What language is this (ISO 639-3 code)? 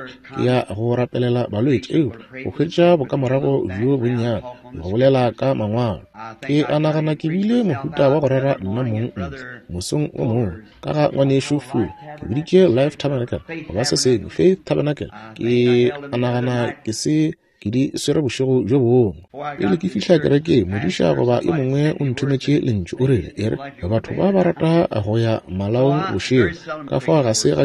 nso